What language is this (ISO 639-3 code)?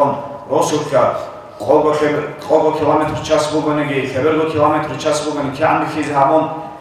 ava